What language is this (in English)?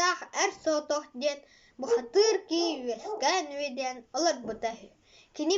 Yakut